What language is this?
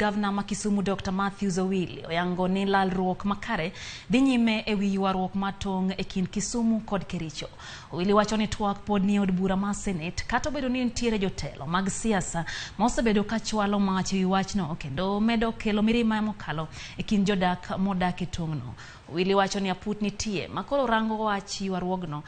Luo (Kenya and Tanzania)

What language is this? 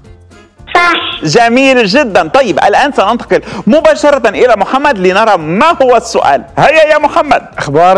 Arabic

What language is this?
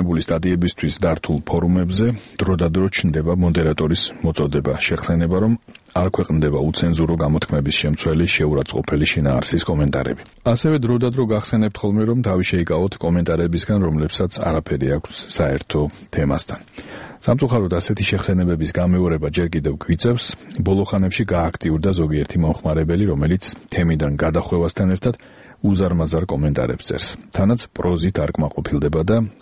Georgian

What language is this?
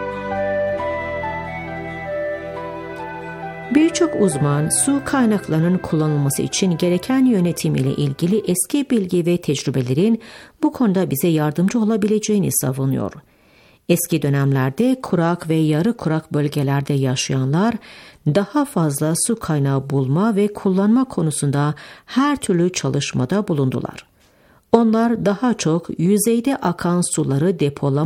Turkish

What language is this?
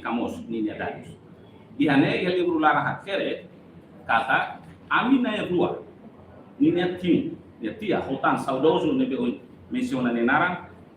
Tetum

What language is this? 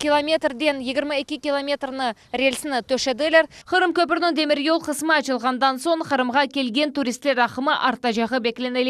Crimean Tatar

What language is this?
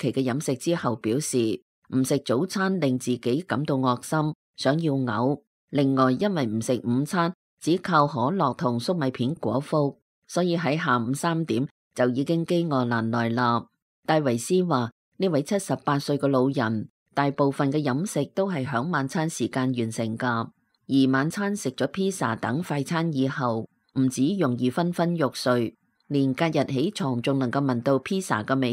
Cantonese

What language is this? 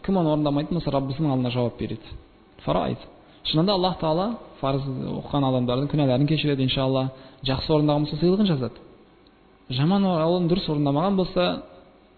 Kazakh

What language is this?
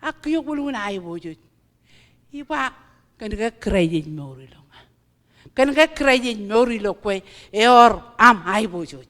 Marshallese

